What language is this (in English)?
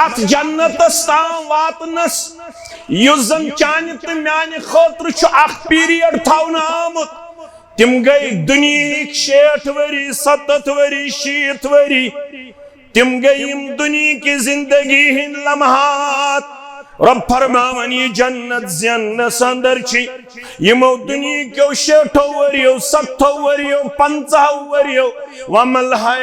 Kashmiri